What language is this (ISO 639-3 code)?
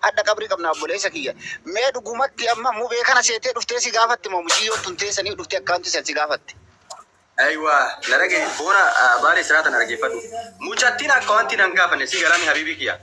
orm